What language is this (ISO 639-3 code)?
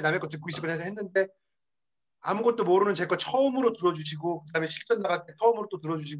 kor